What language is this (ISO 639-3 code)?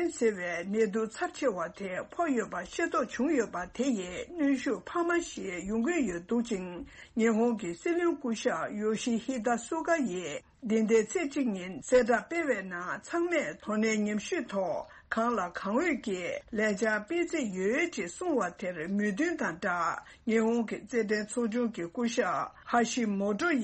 bod